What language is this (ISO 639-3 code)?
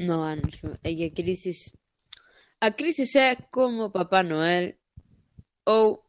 glg